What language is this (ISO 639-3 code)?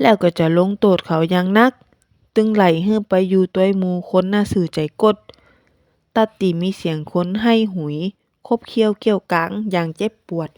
nod